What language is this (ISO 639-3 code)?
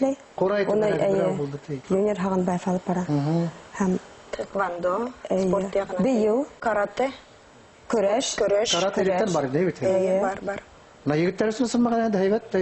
bak